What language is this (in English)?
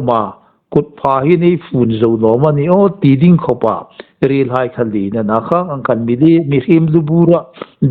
Hmar